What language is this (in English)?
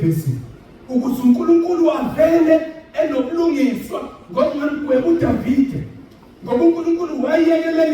Zulu